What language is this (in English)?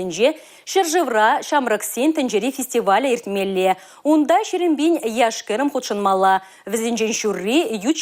Chuvash